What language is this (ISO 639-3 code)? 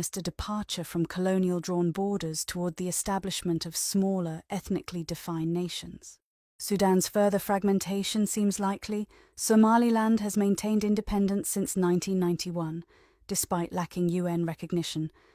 eng